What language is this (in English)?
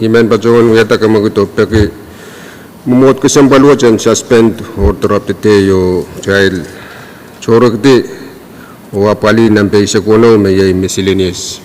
Pohnpeian